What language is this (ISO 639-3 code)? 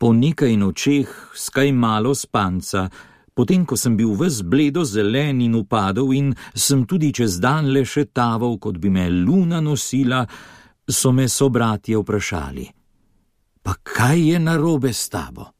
slv